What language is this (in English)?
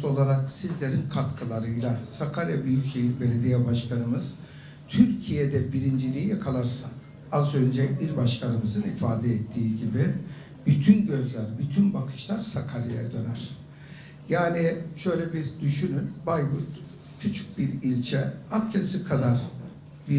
Turkish